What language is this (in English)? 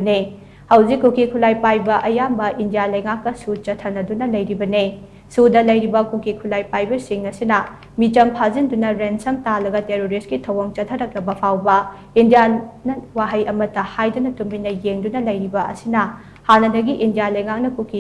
Manipuri